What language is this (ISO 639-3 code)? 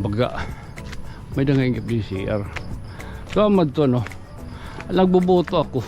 war